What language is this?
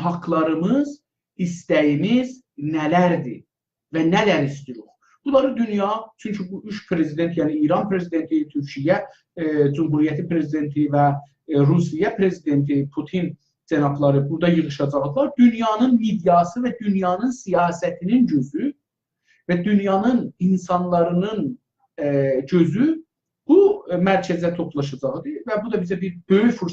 South Azerbaijani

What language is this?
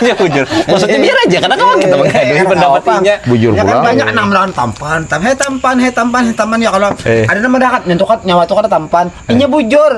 Banjar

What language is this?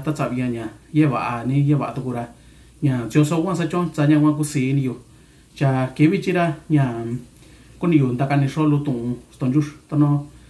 Mixtepec Mixtec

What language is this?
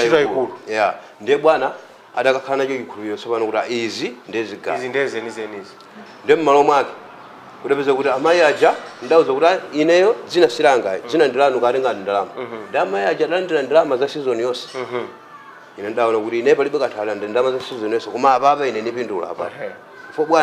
Nyanja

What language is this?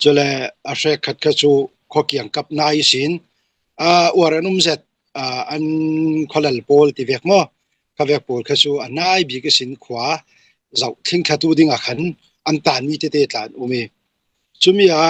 Hakha Chin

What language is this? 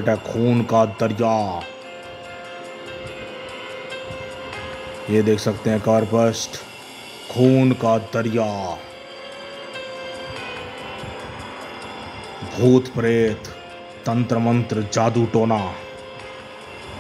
Hindi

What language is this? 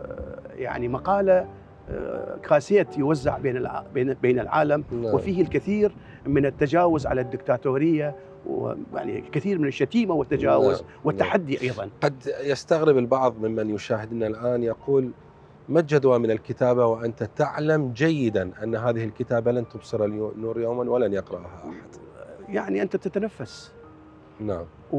Mesopotamian Arabic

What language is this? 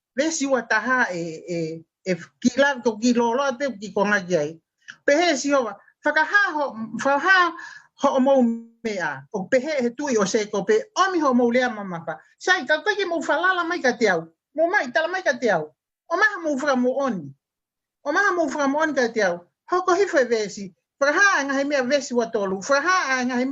Tongan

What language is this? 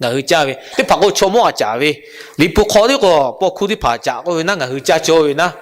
Lahu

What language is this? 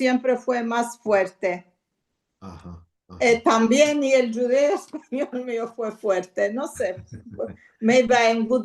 Ladino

